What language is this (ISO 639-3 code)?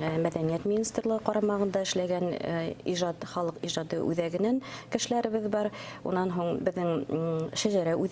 bak